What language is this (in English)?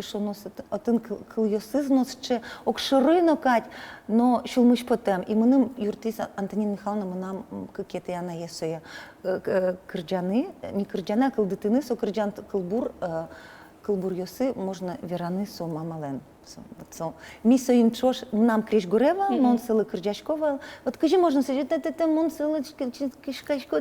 Udmurt